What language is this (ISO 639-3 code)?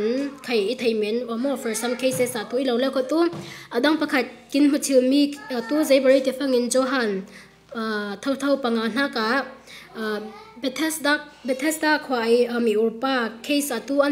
cfm